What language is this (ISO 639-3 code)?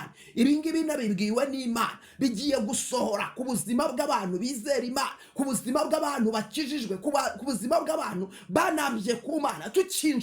kin